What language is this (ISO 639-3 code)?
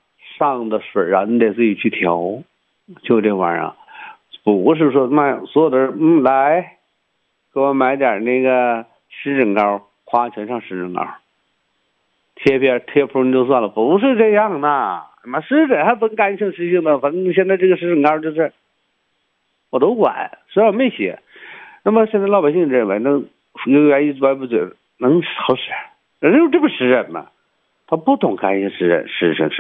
zho